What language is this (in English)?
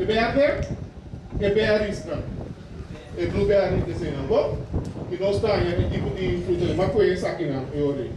Papiamento